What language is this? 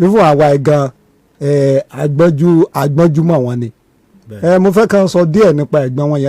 Yoruba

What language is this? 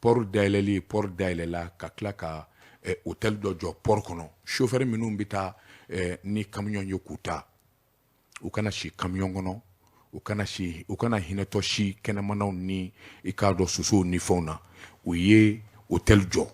Bambara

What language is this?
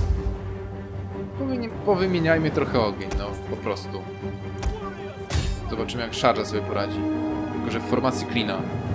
Polish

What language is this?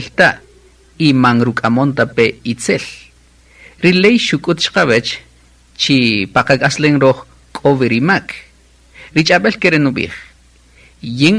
Kaqchikel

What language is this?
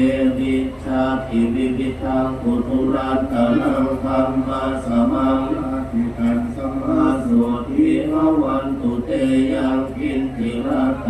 Pali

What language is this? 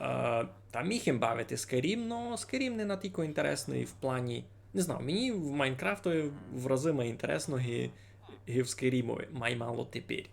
Rusyn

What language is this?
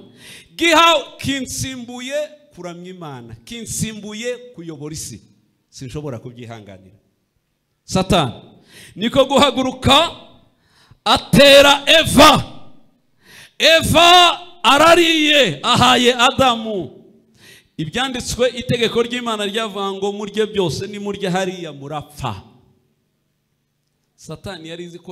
Kinyarwanda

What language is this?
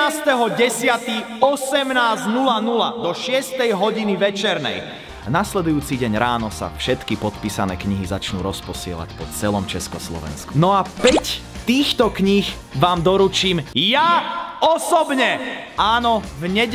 Slovak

